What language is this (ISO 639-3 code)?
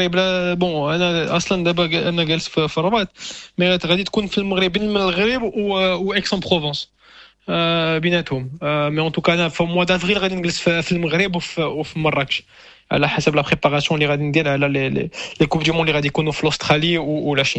ary